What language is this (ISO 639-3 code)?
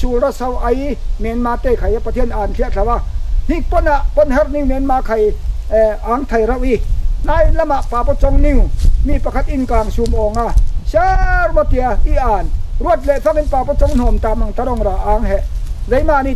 cfm